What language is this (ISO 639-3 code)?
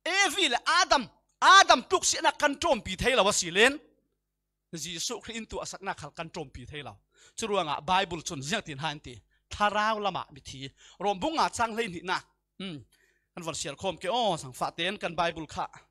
cfm